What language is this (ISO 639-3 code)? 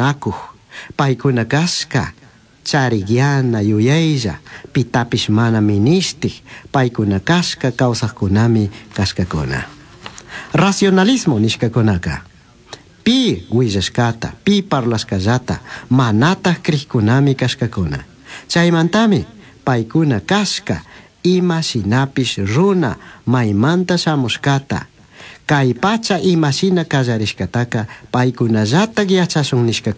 qug